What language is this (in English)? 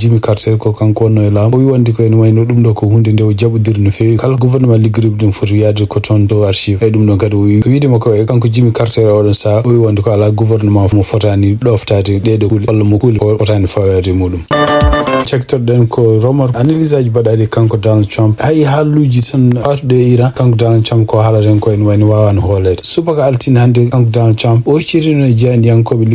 Fula